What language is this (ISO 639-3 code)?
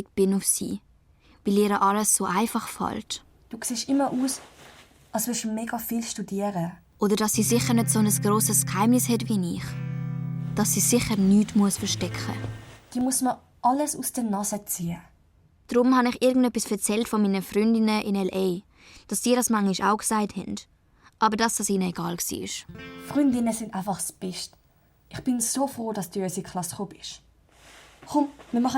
gsw